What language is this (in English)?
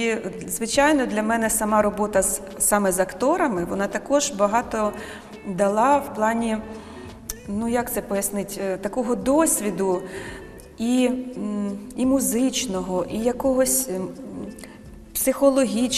Ukrainian